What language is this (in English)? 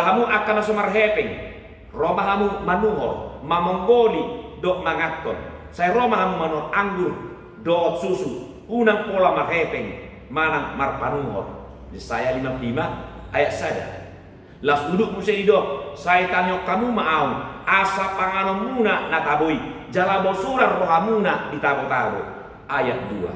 Batak Toba